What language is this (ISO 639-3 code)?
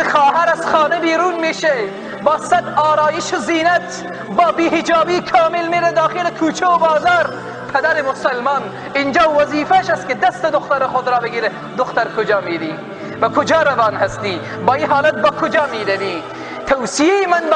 fas